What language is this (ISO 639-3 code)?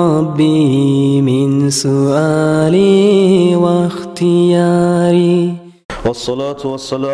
kum